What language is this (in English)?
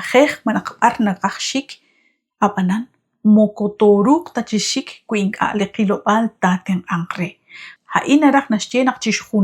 Kekchí